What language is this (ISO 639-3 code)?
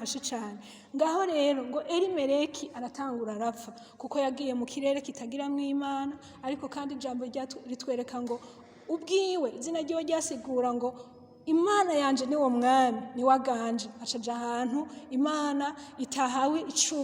run